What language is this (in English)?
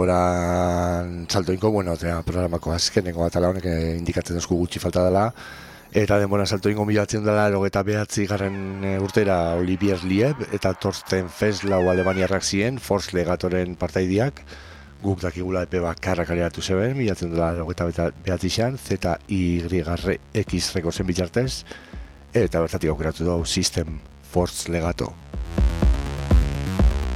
Basque